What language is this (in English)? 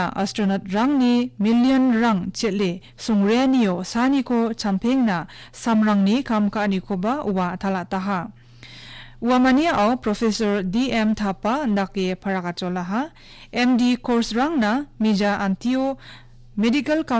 Garo